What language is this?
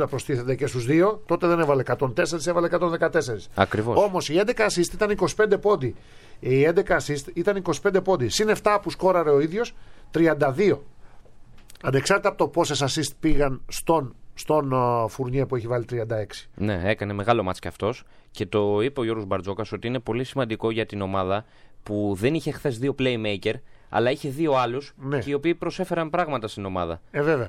Greek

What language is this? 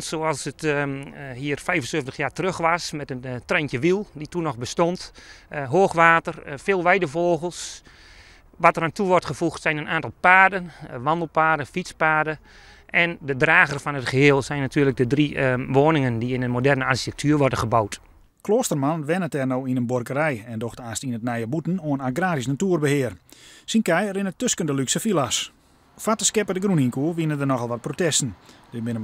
Western Frisian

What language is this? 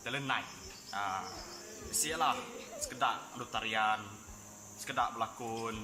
Iban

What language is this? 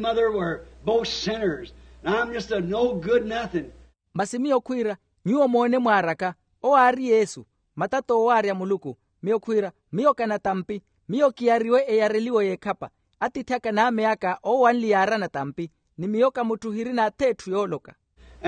Makhuwa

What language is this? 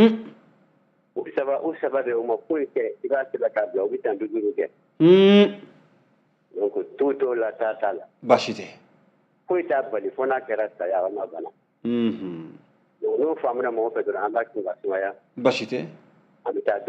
Bambara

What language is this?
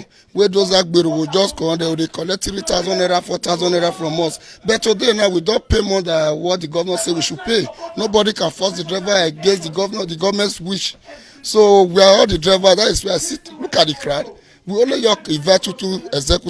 Nigerian Pidgin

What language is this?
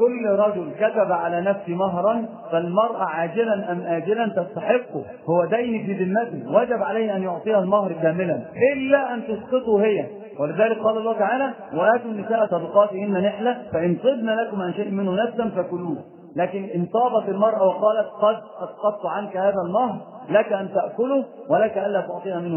Arabic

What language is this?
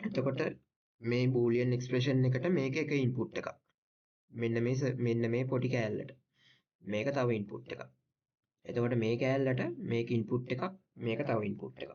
Sinhala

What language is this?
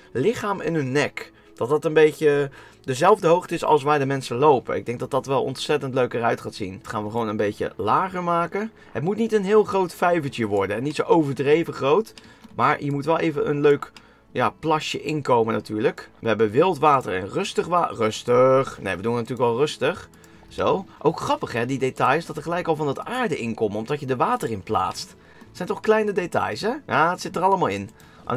Dutch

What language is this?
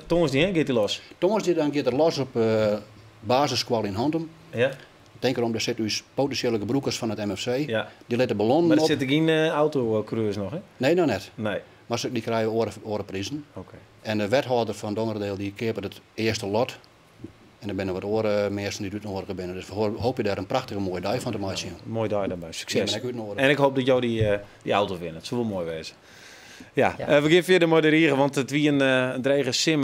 Western Frisian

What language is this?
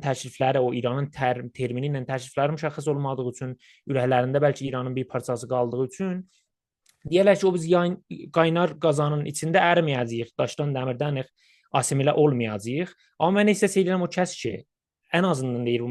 South Azerbaijani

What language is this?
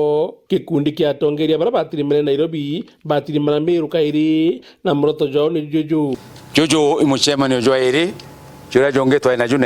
Meru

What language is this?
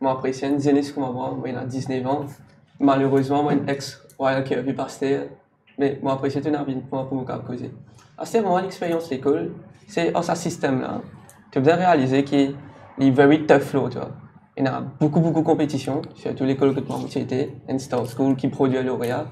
Morisyen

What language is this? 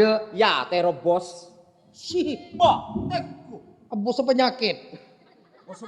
Madurese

